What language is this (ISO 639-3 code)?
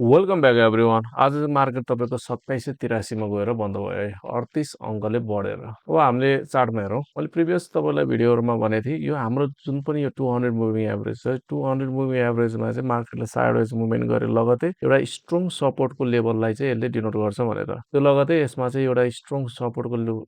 nep